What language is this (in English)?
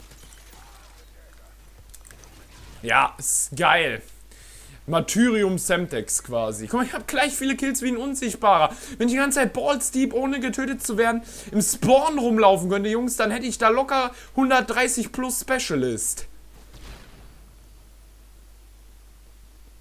German